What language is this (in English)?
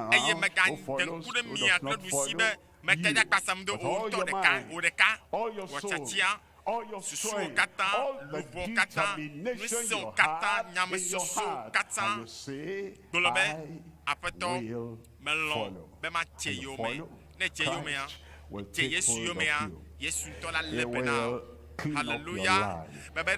Ewe